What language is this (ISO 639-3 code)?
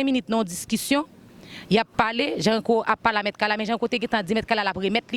hat